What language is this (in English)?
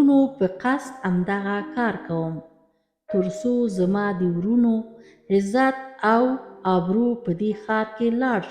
Pashto